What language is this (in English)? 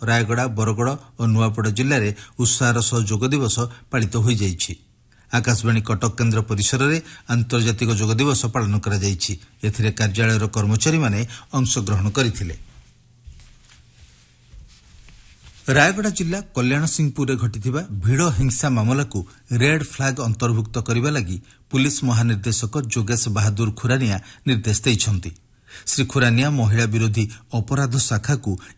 Odia